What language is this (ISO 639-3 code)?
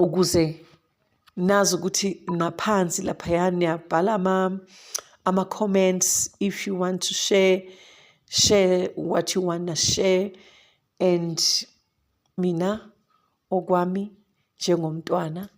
zul